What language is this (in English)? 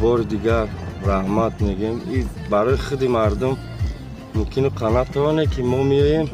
Tajik